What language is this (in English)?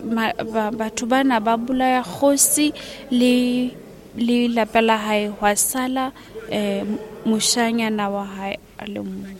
Southern Sotho